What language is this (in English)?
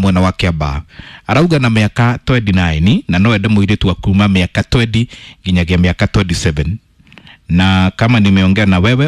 Kikuyu